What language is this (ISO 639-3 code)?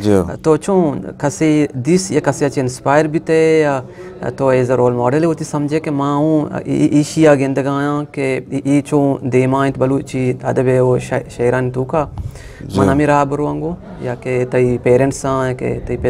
bgp